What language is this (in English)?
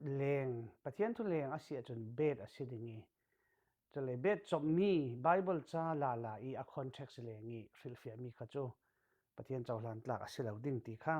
Falam Chin